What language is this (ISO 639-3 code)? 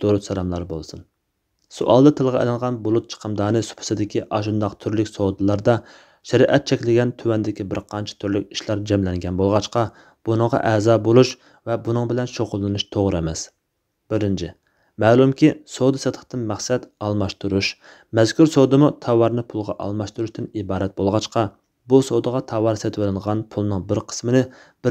uig